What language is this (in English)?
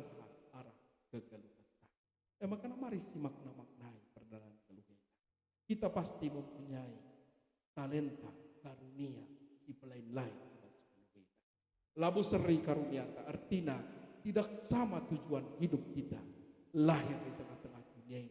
Batak Karo